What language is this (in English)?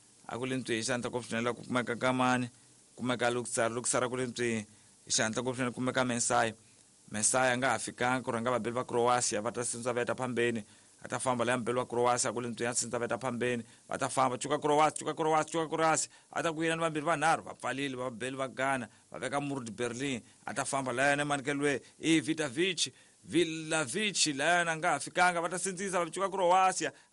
Tsonga